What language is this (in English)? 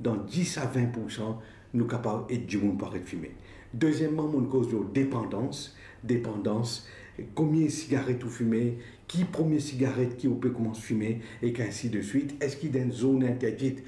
Morisyen